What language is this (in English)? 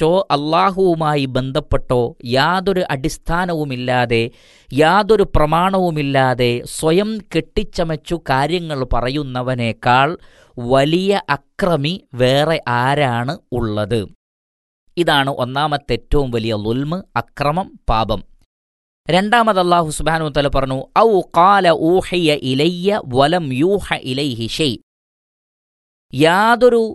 Malayalam